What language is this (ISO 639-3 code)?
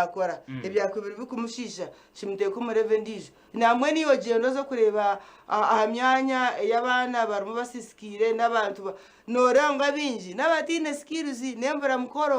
nyn